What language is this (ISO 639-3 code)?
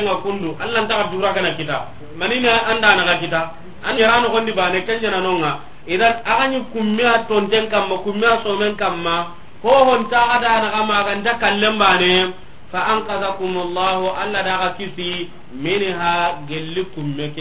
snk